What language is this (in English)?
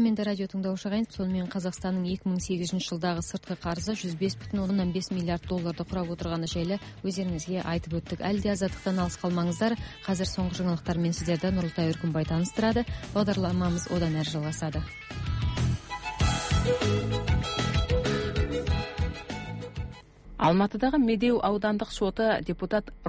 Kazakh